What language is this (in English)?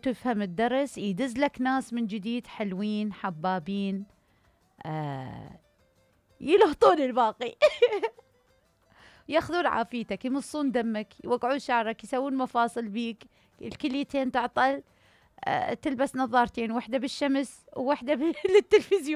Mesopotamian Arabic